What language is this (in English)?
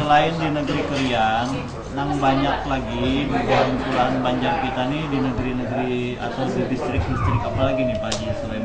Banjar